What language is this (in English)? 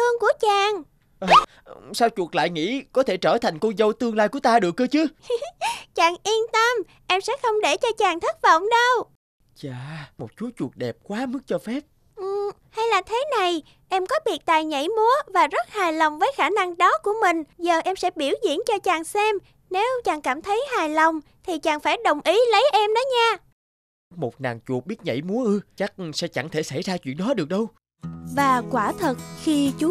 Vietnamese